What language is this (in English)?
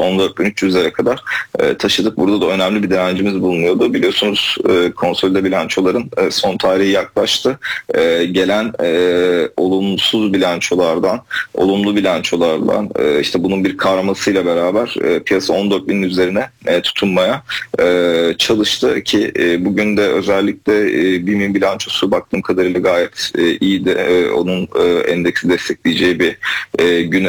Turkish